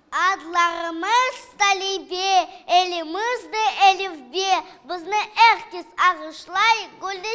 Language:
Crimean Tatar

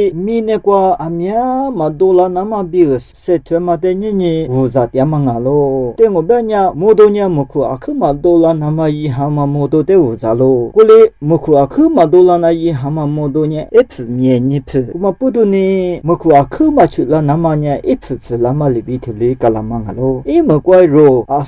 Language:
Lisu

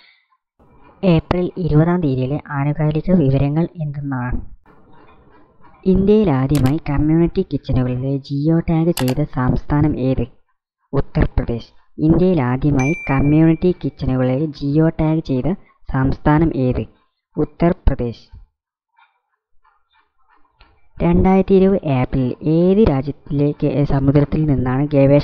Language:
Malayalam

